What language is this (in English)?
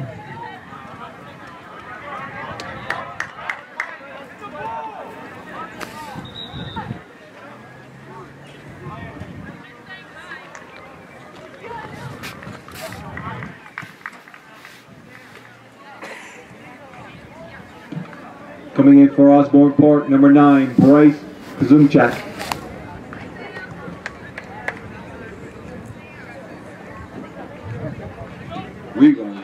English